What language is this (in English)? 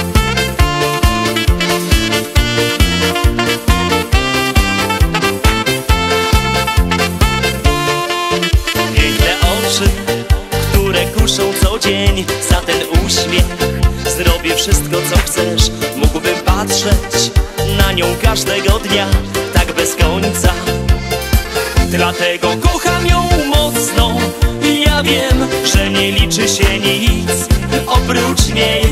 Polish